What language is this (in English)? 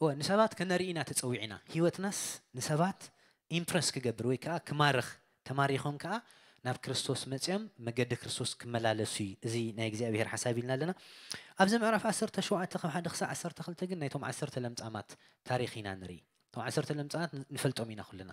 Tigrinya